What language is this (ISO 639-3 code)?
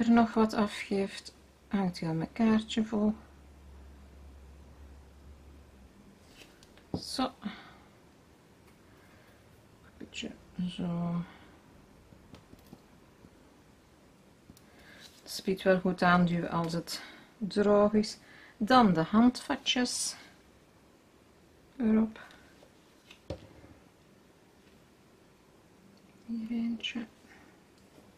nld